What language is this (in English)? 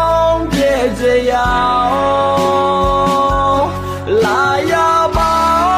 Akha